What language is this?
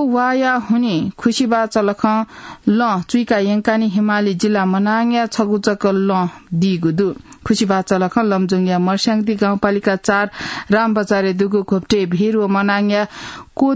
Newari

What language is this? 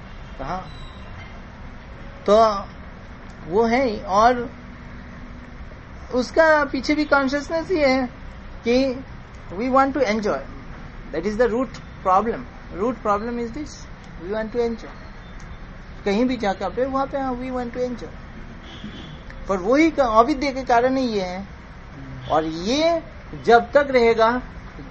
Hindi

